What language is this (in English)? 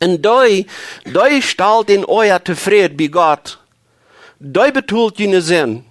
Plautdietsch